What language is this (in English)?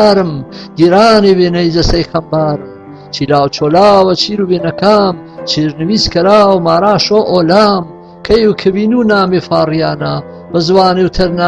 Gurani